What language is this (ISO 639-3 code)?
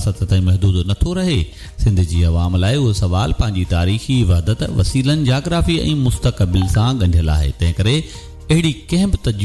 snd